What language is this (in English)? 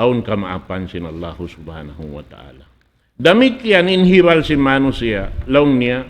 Tausug